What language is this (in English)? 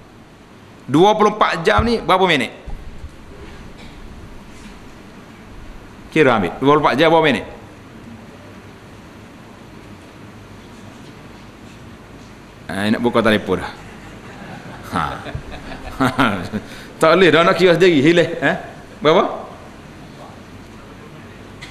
Malay